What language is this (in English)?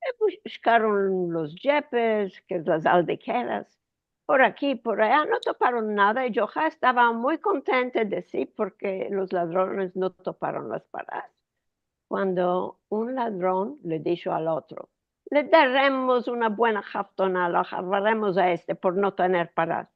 Ladino